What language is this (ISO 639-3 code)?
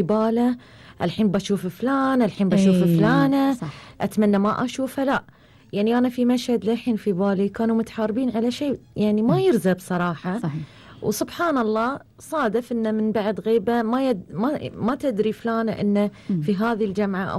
afb